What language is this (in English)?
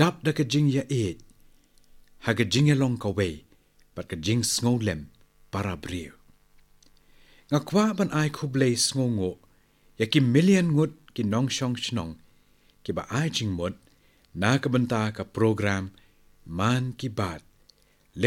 Khasi